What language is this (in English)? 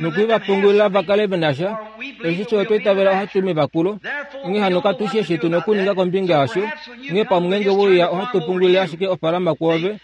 Kuanyama